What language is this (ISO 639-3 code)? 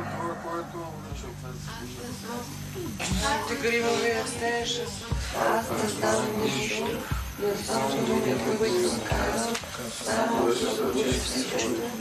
bul